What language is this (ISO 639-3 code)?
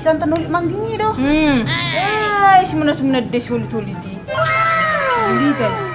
bbc